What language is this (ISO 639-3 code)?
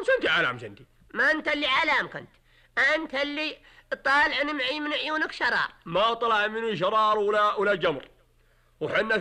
ars